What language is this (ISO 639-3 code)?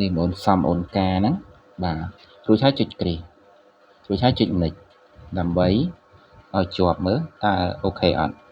khm